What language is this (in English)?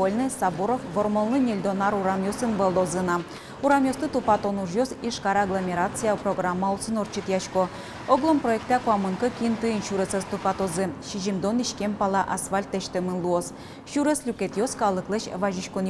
Udmurt